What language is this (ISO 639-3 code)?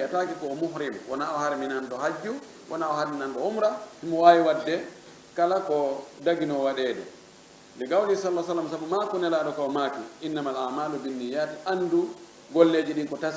ful